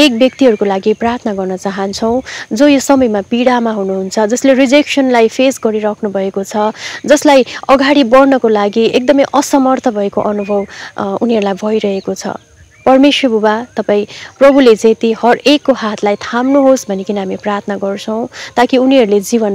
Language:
Nepali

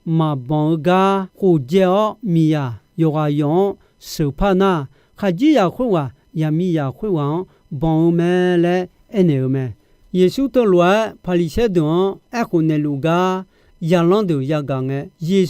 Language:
Akha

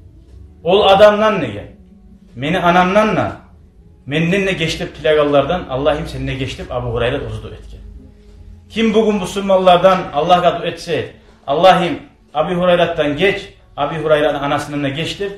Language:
Kumyk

